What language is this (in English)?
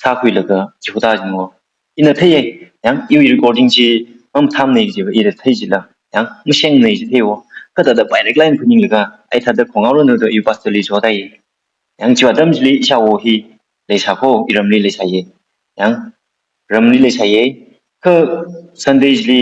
Tangkhul Naga (India)